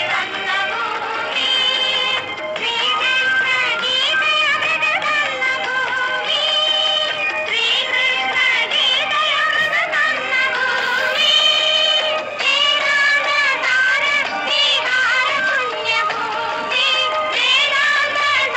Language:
Malayalam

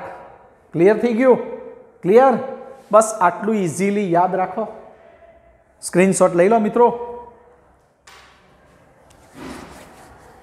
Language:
Gujarati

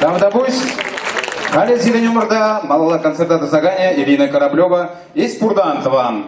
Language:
Chuvash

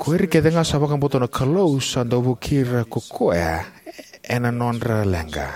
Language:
Fijian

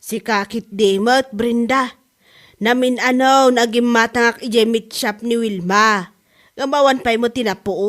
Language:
Iloko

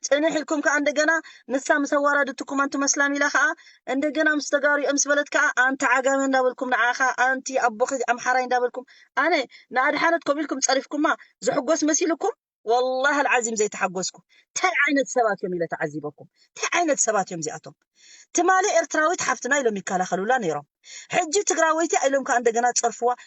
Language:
Tigrinya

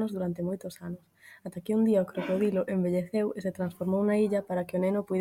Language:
Galician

